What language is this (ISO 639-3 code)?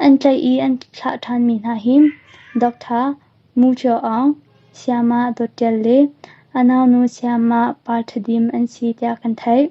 cnh